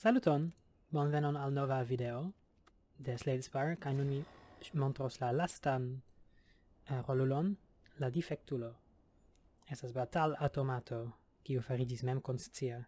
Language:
Esperanto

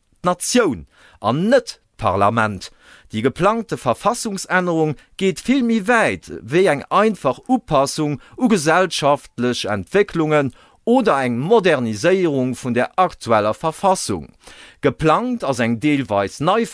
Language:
Luxembourgish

